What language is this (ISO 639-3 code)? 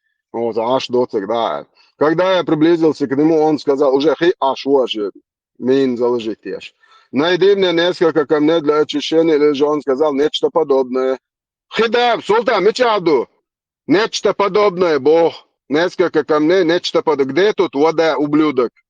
che